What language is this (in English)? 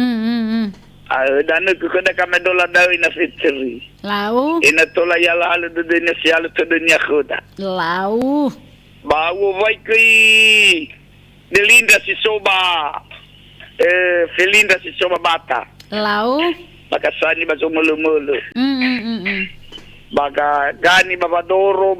Nias